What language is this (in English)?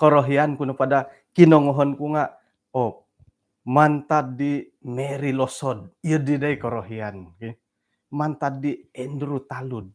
Central Dusun